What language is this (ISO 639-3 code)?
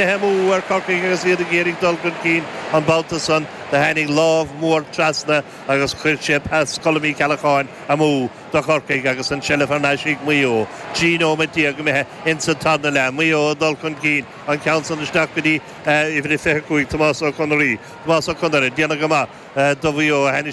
gle